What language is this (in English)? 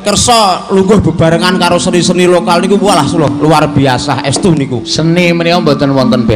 Javanese